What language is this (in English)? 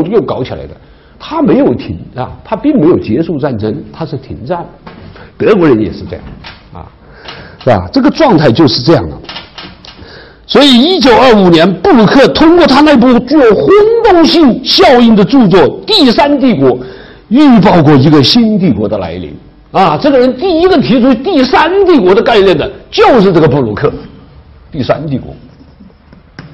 Chinese